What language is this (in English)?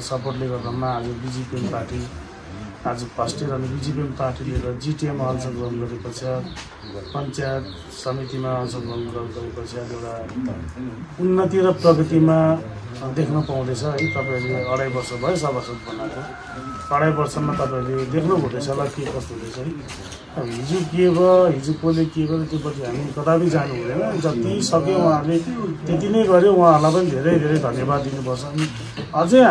Nepali